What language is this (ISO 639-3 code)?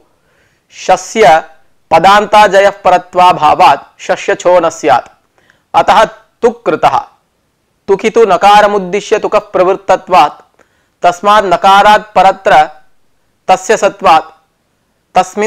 san